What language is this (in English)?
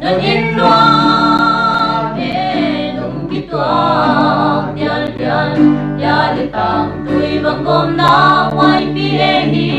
Paite Chin